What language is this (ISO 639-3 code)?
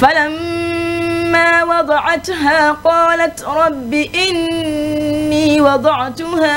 ful